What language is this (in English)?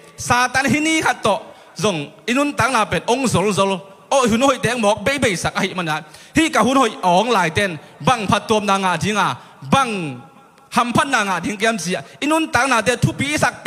Tedim Chin